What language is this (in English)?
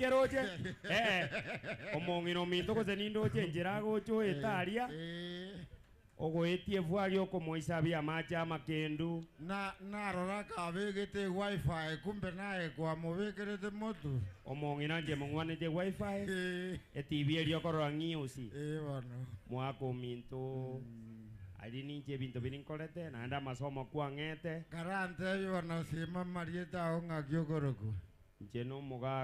Gusii